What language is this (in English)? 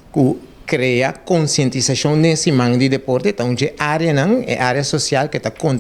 Papiamento